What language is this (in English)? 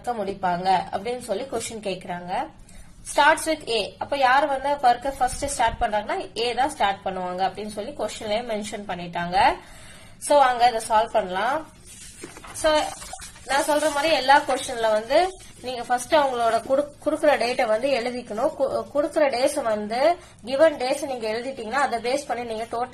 Tamil